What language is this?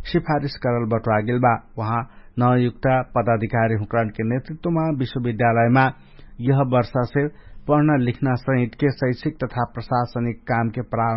Dangaura Tharu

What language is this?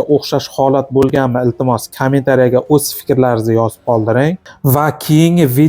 Uzbek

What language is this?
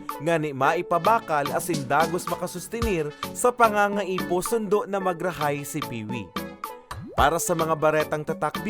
Bikol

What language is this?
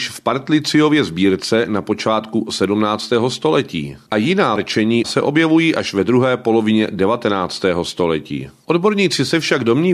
Czech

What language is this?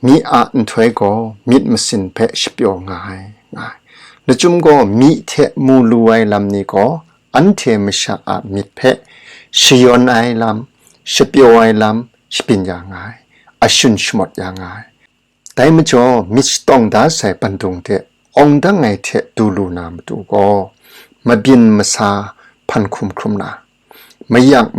Kachin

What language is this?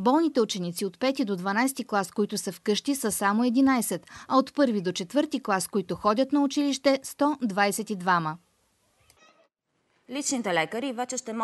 Bulgarian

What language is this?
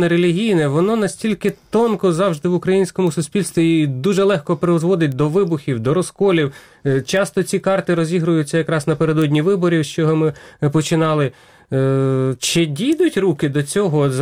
Ukrainian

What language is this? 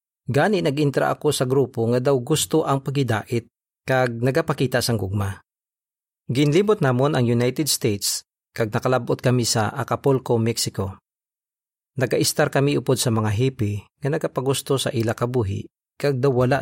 Hiligaynon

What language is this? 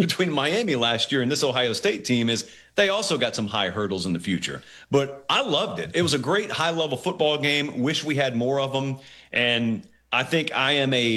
English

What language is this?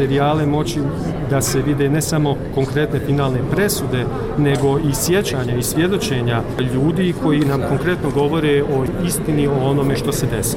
Bosnian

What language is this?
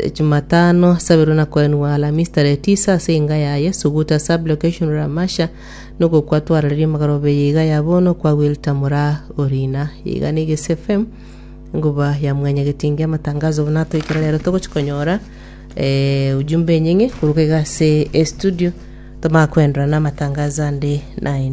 Gusii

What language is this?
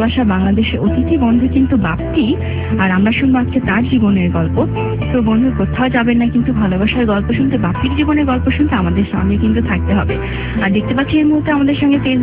Bangla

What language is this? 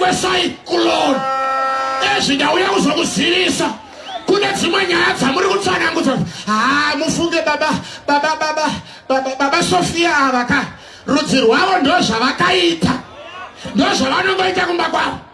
Shona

